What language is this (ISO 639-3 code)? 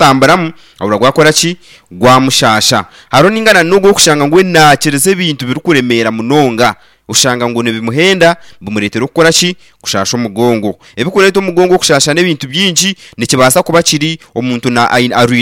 nyn